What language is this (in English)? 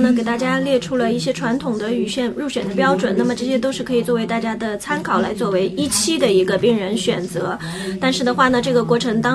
Chinese